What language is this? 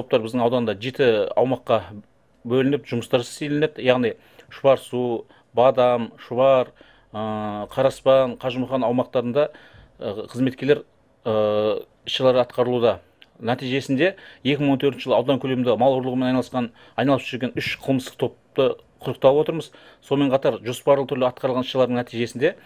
Kazakh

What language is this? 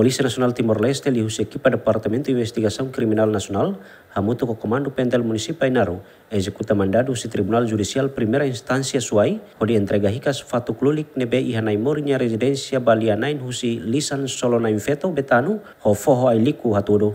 Tetum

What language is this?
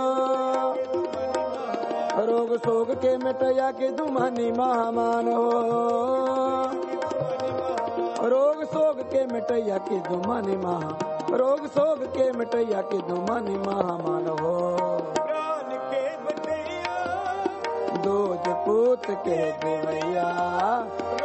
Punjabi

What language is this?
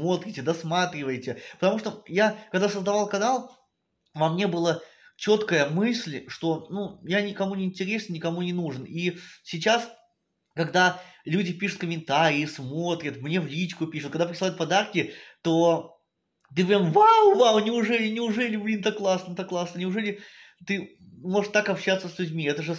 Russian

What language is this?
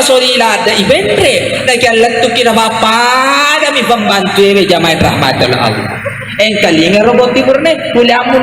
Buginese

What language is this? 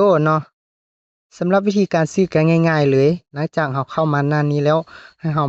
Lao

